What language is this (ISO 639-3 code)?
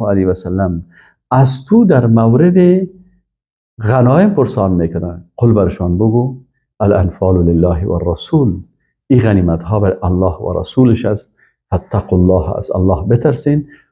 fas